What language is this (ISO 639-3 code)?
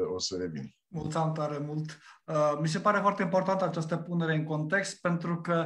ron